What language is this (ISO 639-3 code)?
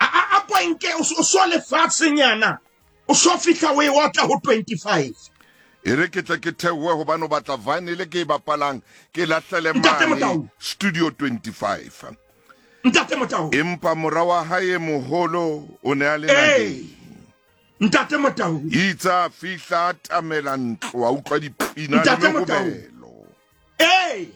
sot